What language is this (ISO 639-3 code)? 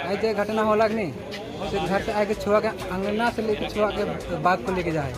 sck